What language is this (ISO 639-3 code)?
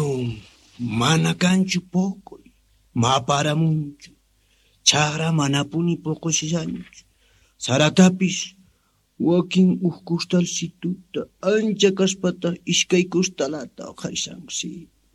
quh